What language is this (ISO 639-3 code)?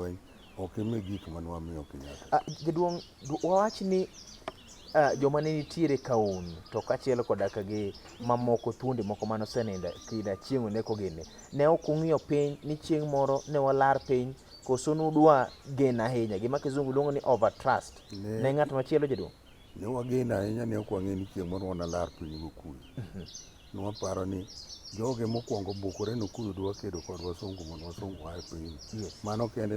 luo